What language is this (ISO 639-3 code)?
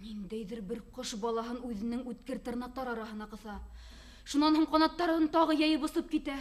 bak